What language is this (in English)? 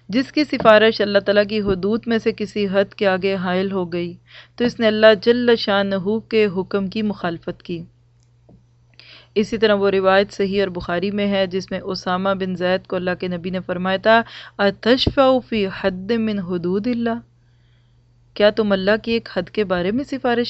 Urdu